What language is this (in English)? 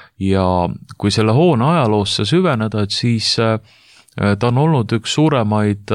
Estonian